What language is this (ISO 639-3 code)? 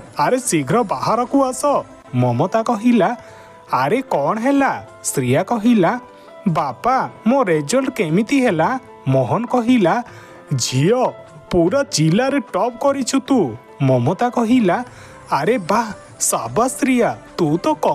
ori